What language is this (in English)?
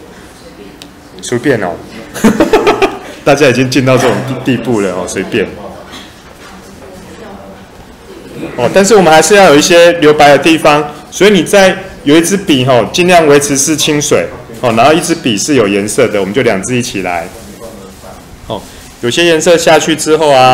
Chinese